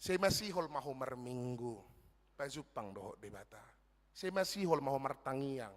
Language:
Batak Toba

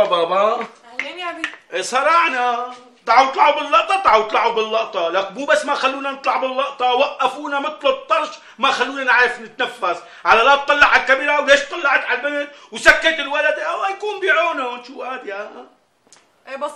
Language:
North Levantine Arabic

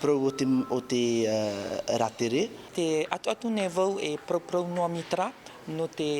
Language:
Tahitian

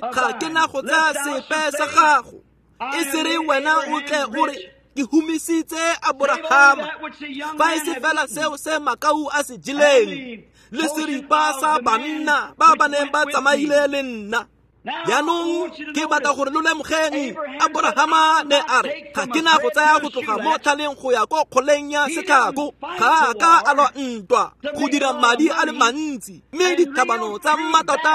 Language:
Tswana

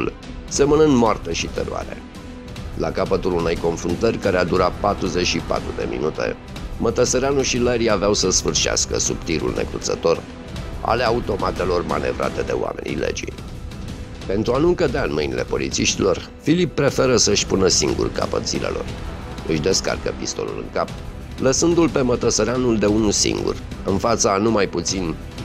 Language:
Romanian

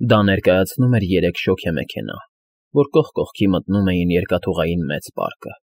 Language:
Armenian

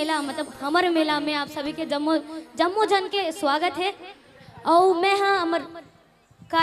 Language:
Chhattisgarhi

